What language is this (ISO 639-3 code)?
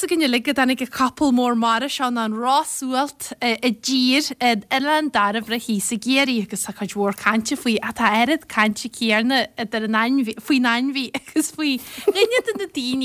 gle